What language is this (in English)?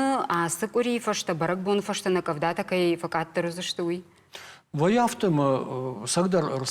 Ossetic